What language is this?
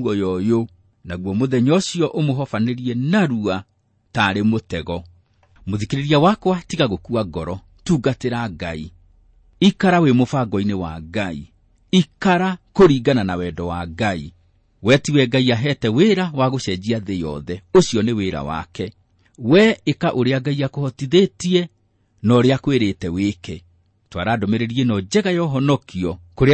Kikuyu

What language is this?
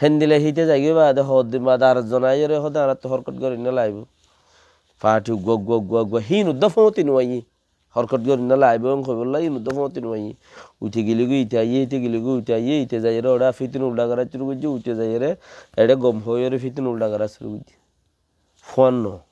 Rohingya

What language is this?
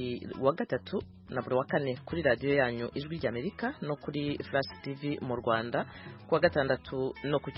Kinyarwanda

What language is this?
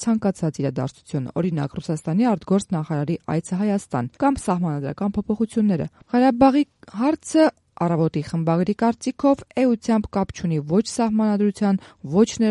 Armenian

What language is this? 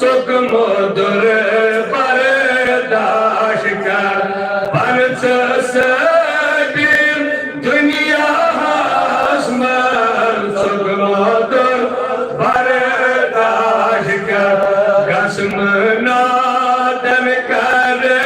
Kashmiri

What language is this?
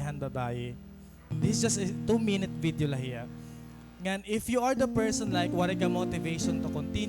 Waray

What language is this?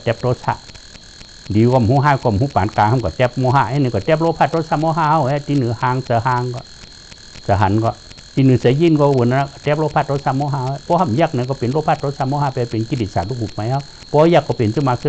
Shan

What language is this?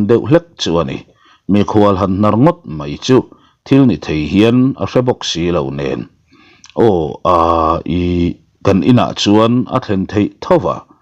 Mizo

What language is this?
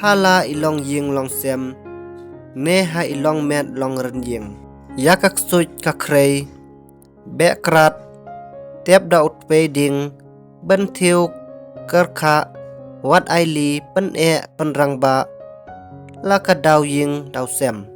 Khasi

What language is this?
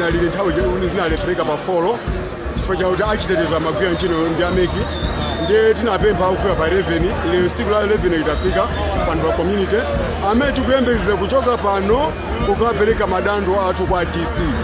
Nyanja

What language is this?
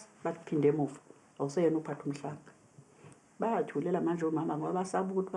Zulu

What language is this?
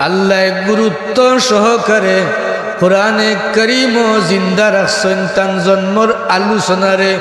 Sylheti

